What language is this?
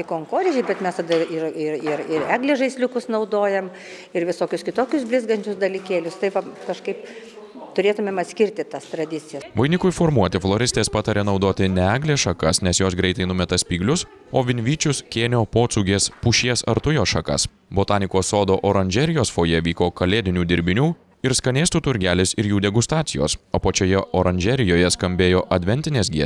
Lithuanian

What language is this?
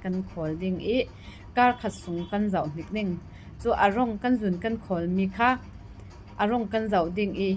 Falam Chin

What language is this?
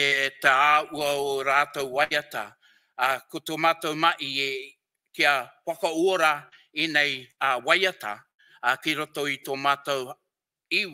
Māori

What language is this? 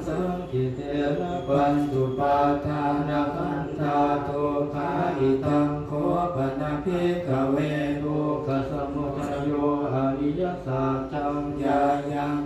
Pali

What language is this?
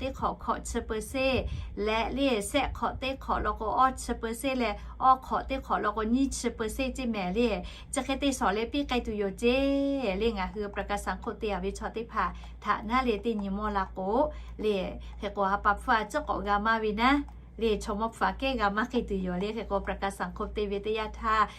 Lahu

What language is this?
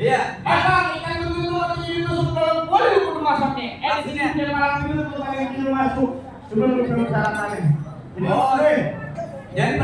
Betawi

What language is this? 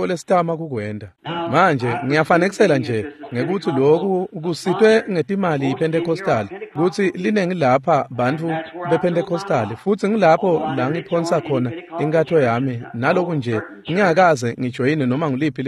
Swati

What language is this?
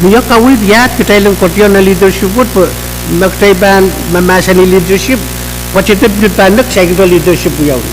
Pohnpeian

